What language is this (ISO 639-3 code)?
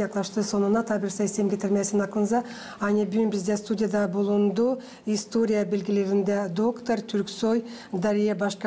gag